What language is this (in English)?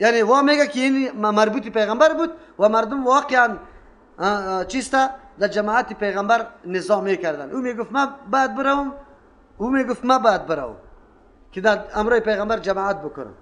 Persian